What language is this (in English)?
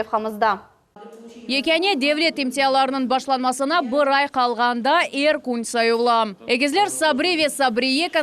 Crimean Tatar